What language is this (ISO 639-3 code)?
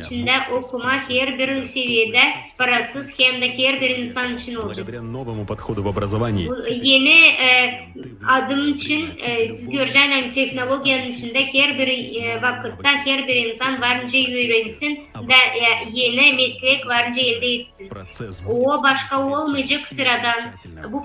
gag